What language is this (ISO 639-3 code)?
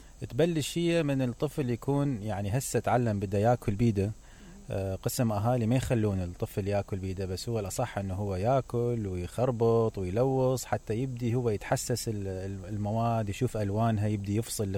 acm